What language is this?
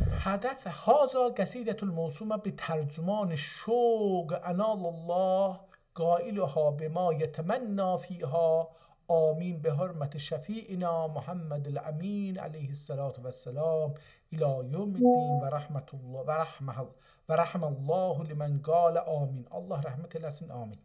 South Azerbaijani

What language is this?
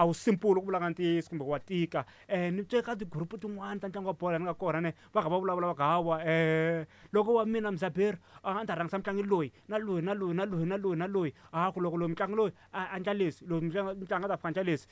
Tsonga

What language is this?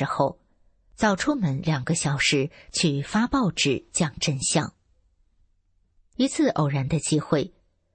Chinese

